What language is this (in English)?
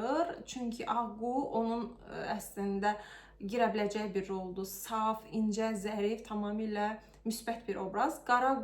Azerbaijani